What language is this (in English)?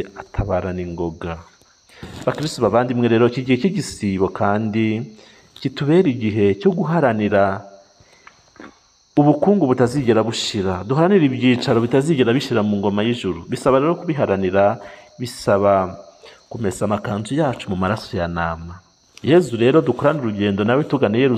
Kinyarwanda